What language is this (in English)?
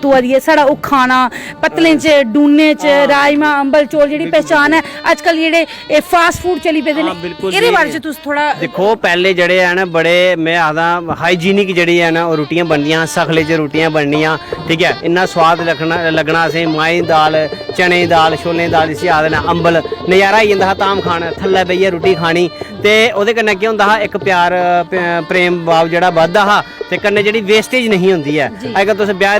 Dogri